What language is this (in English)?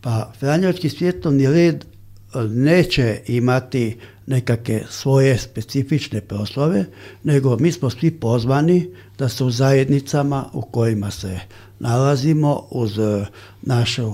Croatian